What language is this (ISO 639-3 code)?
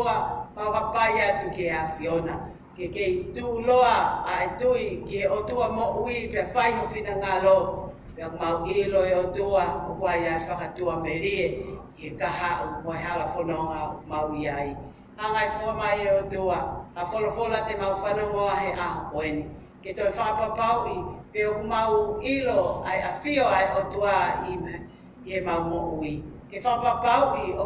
ton